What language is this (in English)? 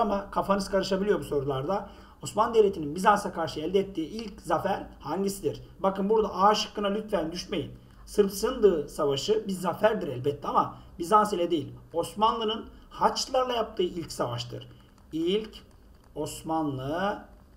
Turkish